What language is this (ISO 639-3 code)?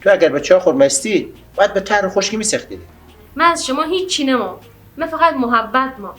fas